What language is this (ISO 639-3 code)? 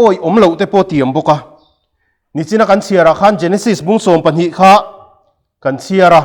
lus